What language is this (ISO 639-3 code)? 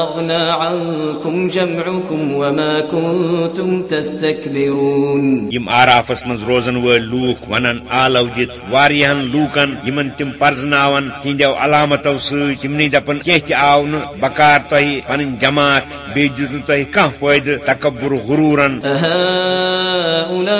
kas